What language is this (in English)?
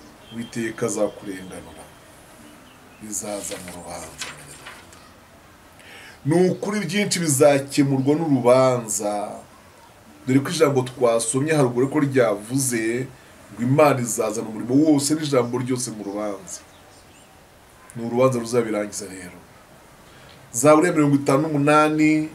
Kinyarwanda